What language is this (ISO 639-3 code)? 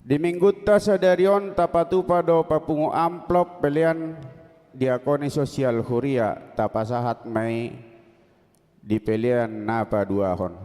bbc